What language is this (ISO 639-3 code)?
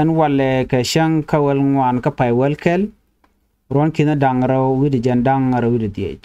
nus